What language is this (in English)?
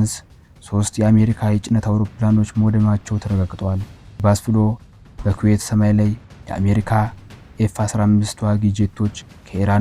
Amharic